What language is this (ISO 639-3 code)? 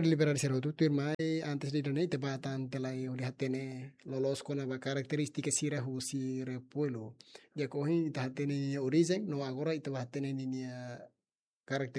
tet